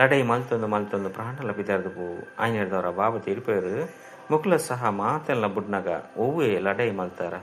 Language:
Tulu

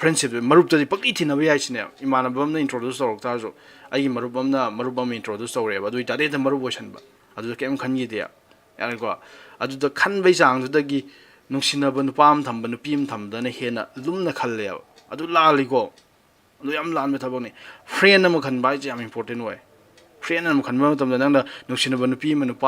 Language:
Manipuri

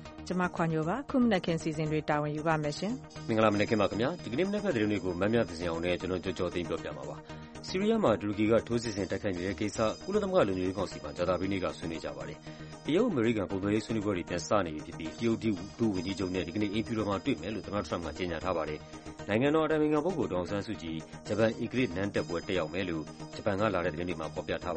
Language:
Burmese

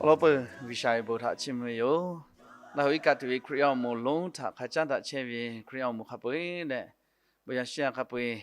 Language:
Lahu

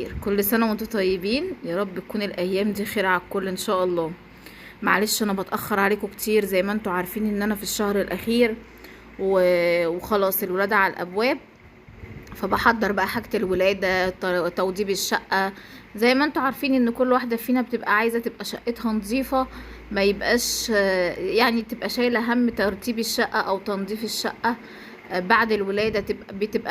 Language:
Egyptian Arabic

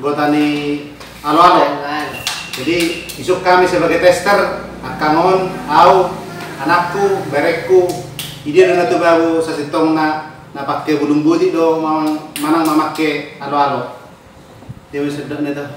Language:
Batak Toba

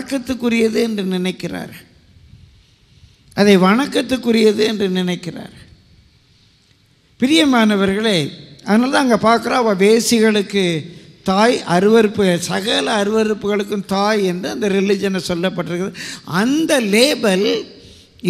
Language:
Tamil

